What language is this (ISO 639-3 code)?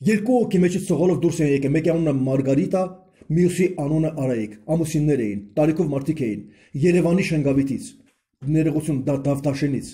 hye